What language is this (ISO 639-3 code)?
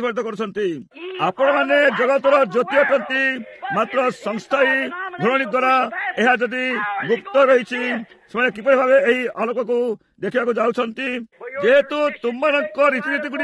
ori